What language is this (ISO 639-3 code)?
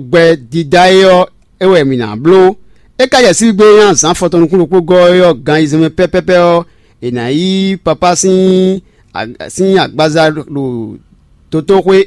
fon